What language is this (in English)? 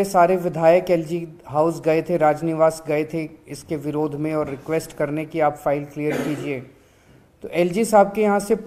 Hindi